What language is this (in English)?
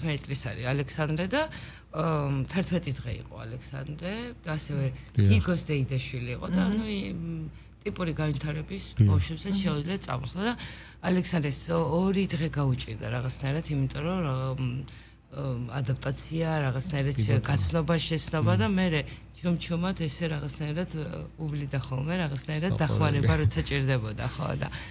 Georgian